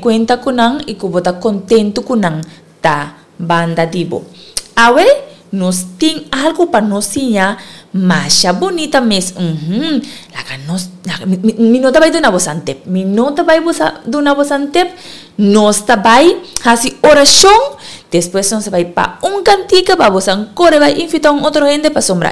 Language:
Papiamento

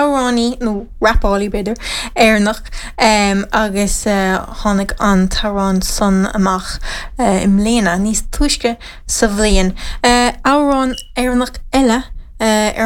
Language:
Irish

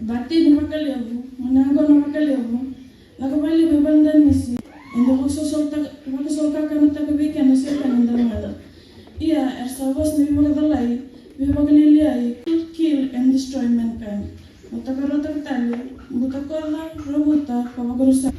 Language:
Fijian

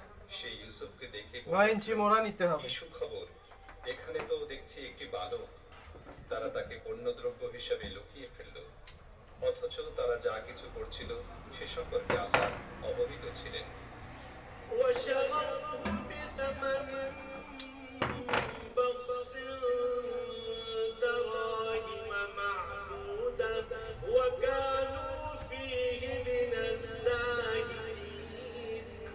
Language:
Bangla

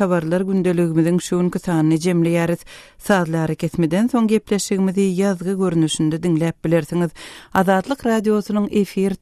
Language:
Turkmen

